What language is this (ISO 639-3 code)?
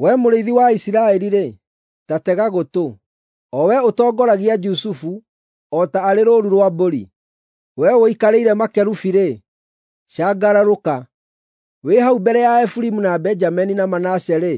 kik